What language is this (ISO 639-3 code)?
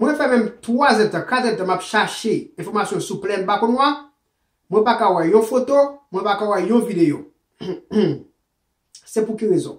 hat